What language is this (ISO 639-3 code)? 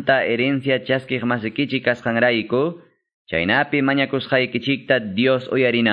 que